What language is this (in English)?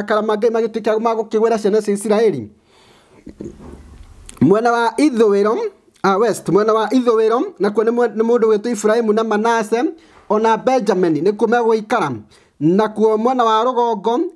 Kikuyu